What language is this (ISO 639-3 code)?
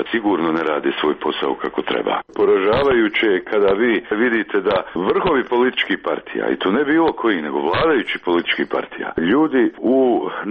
srp